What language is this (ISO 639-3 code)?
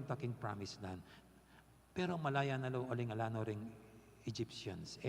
pam